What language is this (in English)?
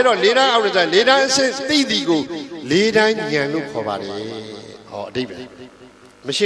Burmese